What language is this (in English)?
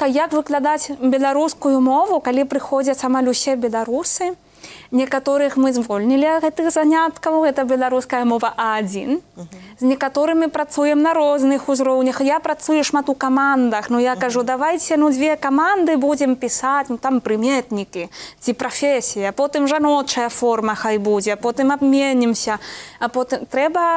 Belarusian